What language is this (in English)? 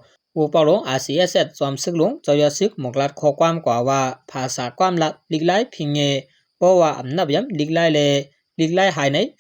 Shan